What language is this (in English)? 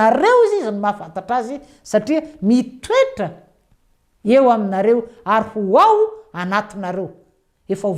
Malagasy